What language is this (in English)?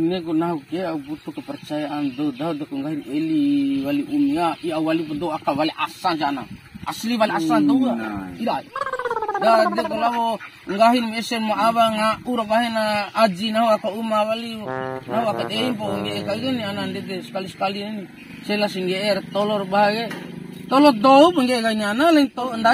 Bima